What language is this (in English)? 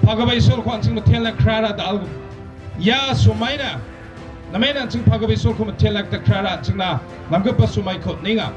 Garo